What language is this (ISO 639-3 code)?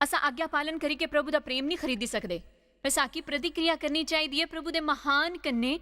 doi